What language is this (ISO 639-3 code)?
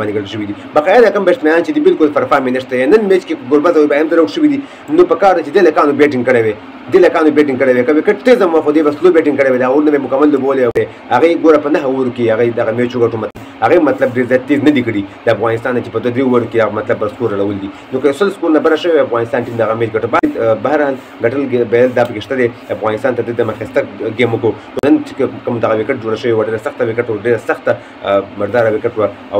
pus